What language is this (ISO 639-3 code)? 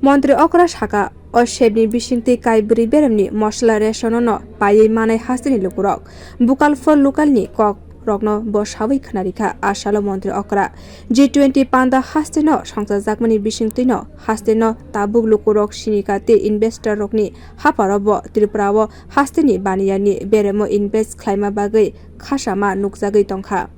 trp